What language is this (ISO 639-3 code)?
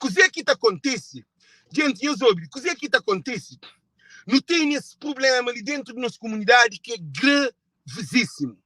kea